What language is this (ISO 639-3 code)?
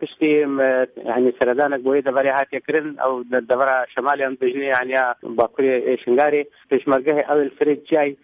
kur